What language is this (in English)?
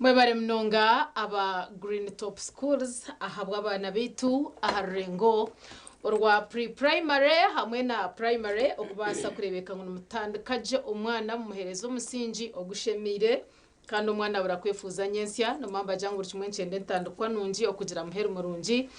Nyankole